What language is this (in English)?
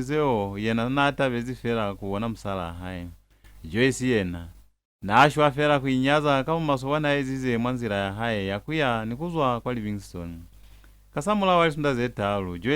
Lozi